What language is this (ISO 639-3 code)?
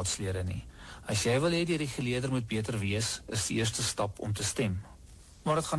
afr